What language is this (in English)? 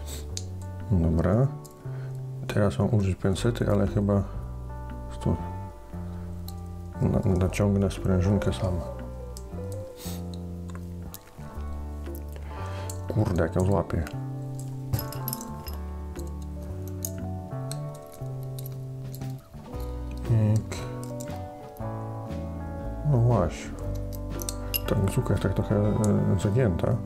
Polish